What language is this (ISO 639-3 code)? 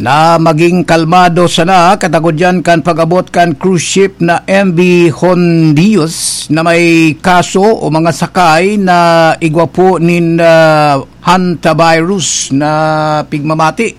bik